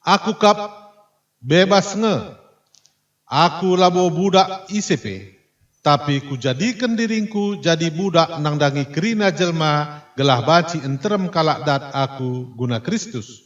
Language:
Batak Karo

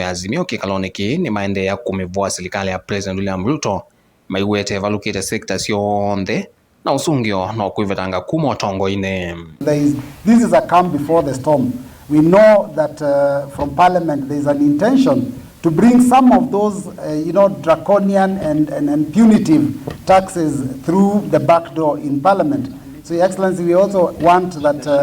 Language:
Kamba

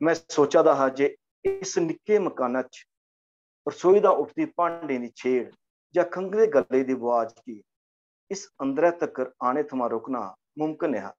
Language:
Dogri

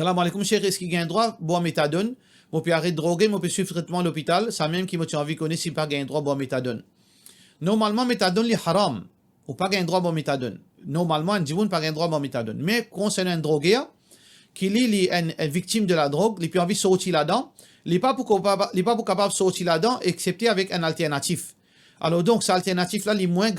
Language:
Morisyen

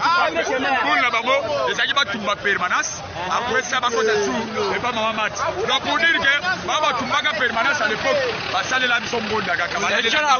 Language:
Lingala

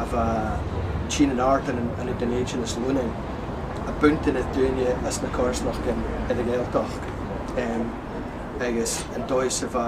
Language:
Scottish Gaelic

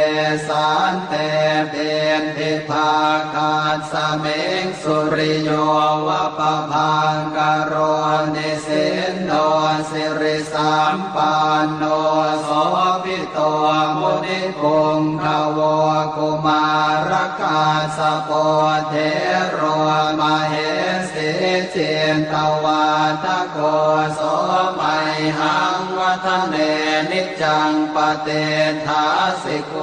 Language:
Pali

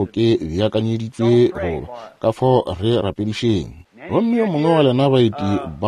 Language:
Northern Sotho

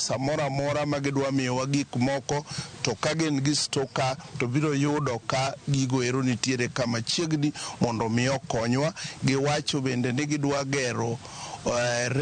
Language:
Luo (Kenya and Tanzania)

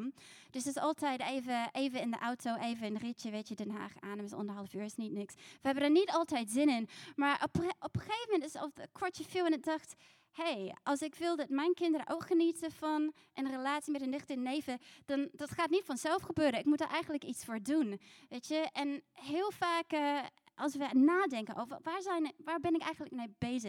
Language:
Dutch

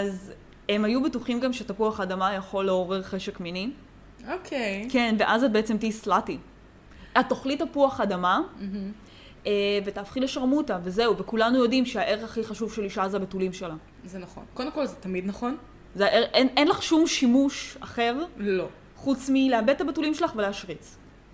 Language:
Hebrew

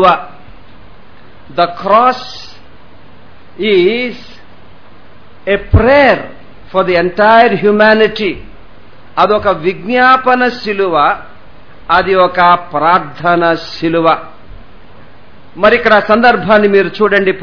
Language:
Telugu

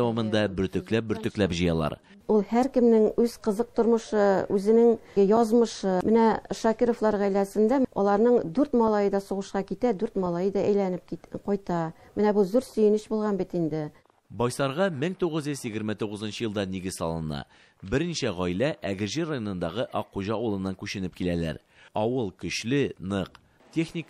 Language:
Tatar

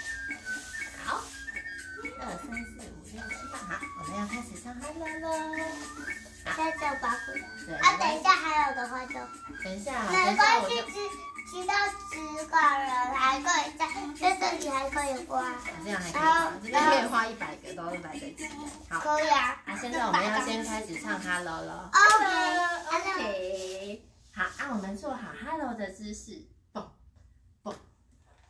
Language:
Chinese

